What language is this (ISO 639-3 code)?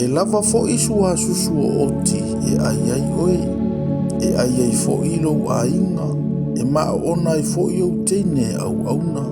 smo